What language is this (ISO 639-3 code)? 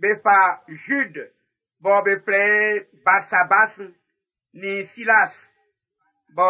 bci